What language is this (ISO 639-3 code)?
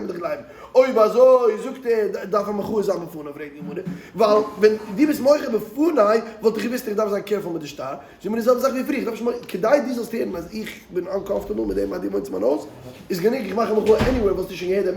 yid